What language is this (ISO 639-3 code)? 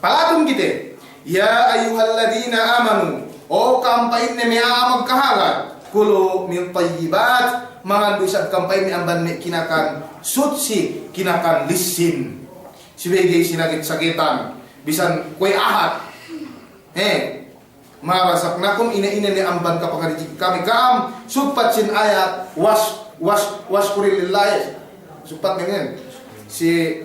yka